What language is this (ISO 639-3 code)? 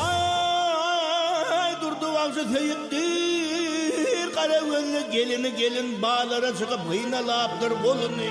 tuk